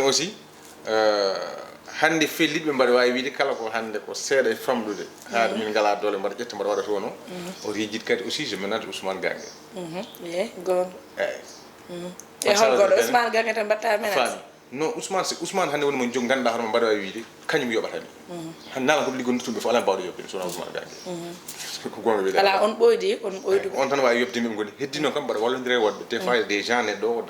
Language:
Fula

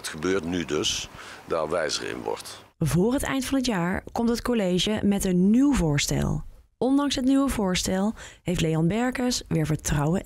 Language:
Dutch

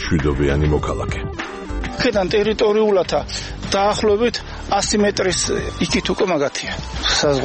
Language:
Georgian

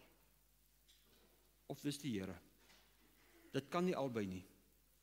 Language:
Afrikaans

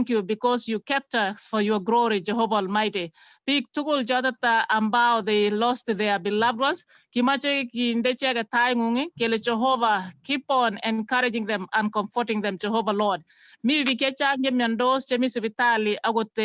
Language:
Kalenjin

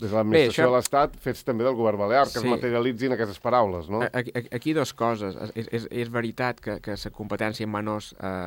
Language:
Catalan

